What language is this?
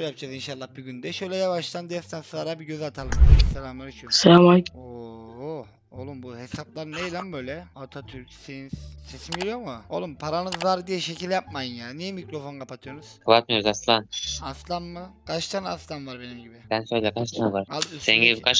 Turkish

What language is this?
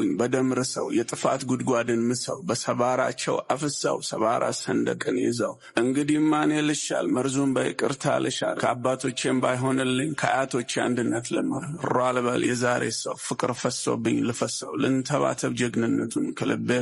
Amharic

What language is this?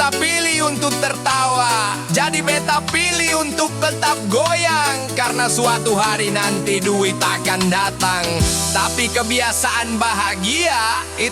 Ambonese Malay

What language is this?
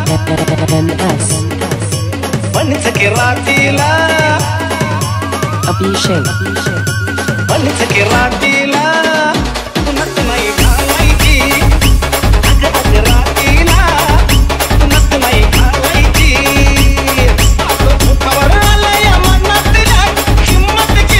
Marathi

